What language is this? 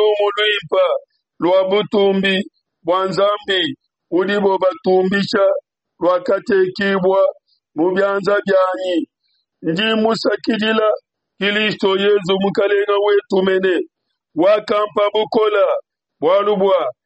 Luba-Lulua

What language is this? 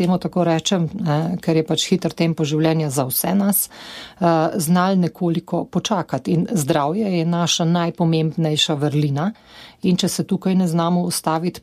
Slovenian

